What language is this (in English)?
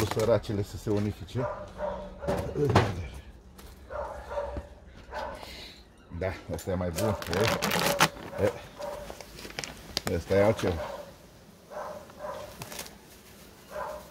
Romanian